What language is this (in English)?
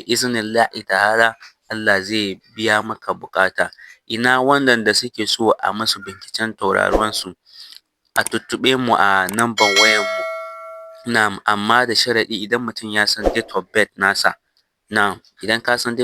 Hausa